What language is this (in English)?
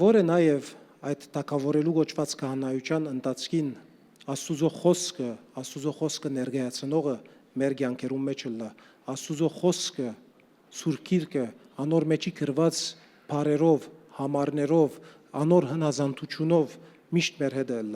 Western Armenian